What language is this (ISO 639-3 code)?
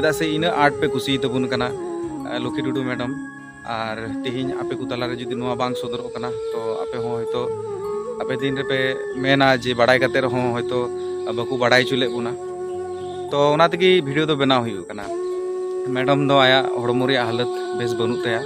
sat